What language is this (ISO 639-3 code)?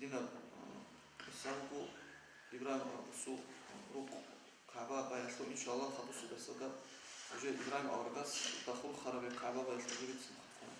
ava